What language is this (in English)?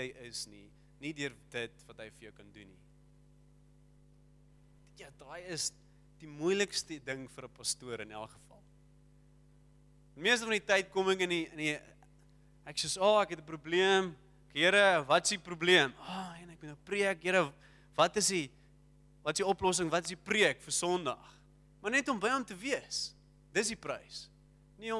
Afrikaans